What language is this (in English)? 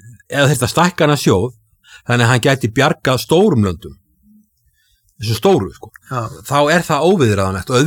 Icelandic